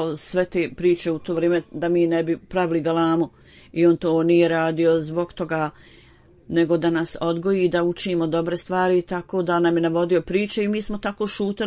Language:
Bosnian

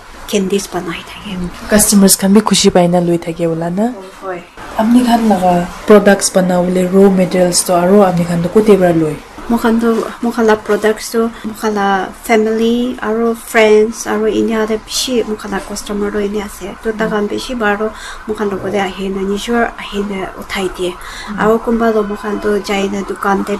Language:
Naga Pidgin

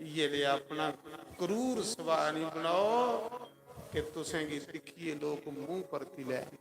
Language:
Dogri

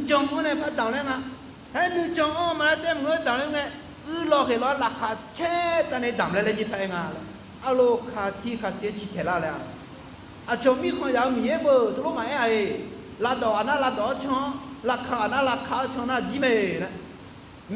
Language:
Akha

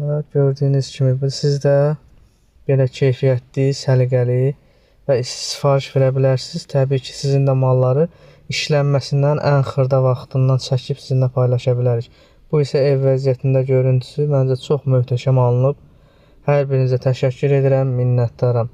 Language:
Azerbaijani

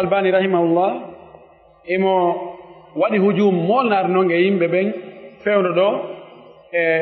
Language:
Pular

